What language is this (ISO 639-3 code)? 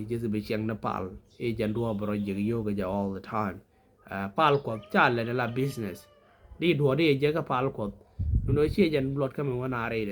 nus